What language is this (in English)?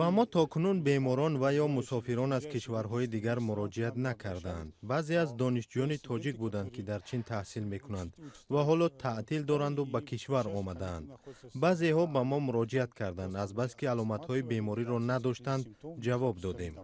Tajik